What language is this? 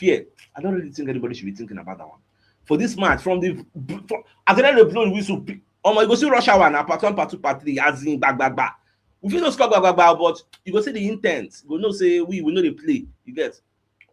Nigerian Pidgin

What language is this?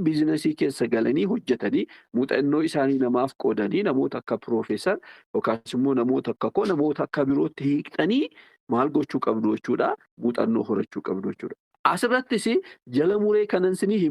Oromo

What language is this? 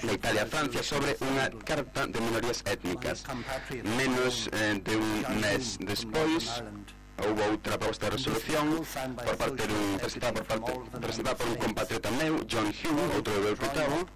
Galician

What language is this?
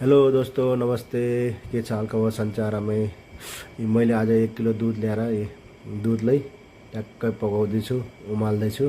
Nepali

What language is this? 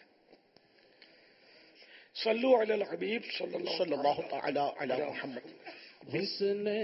Urdu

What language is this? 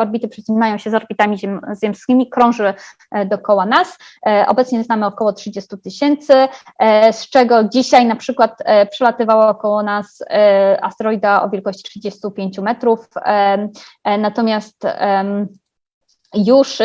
Polish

